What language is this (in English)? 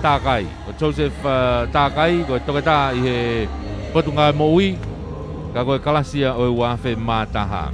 Tongan